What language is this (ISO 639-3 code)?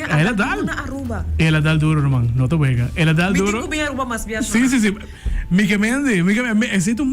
pap